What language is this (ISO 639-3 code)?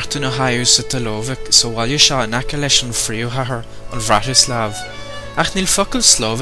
gle